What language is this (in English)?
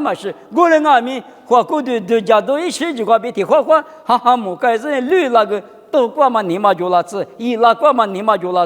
Lisu